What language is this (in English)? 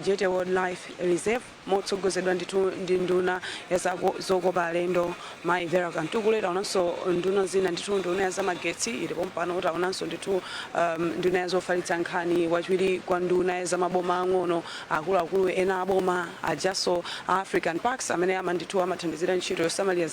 Nyanja